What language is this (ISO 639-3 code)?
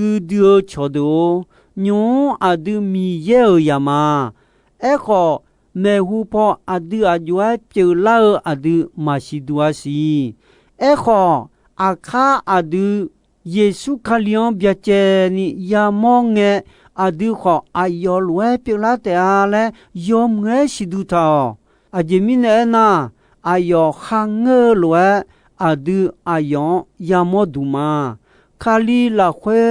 ahk